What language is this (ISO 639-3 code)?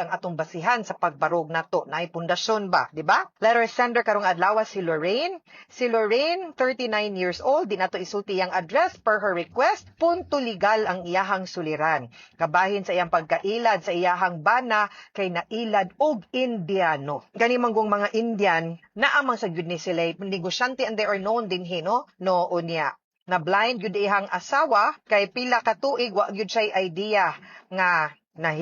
ceb